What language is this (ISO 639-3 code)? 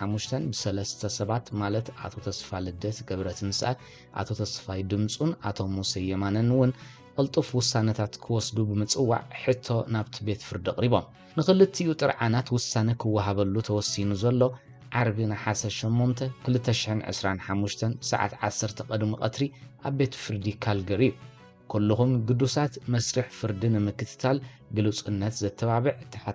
tir